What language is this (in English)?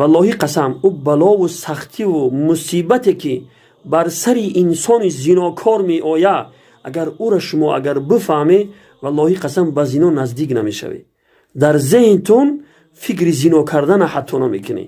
Tajik